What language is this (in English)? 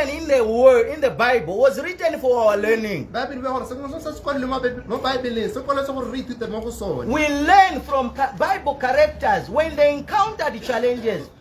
Tswana